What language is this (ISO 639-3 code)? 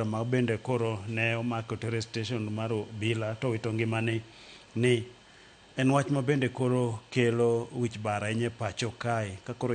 luo